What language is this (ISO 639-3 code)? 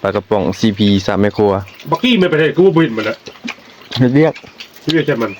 tts